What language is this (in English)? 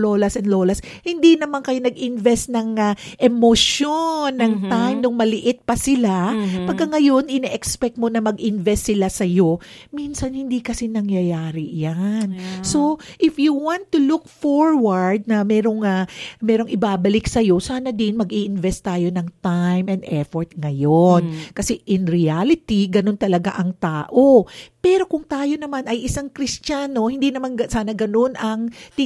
Filipino